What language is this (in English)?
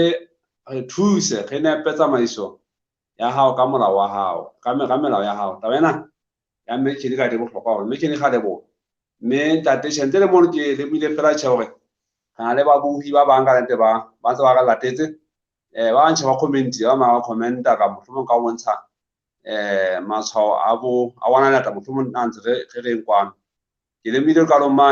Southern Sotho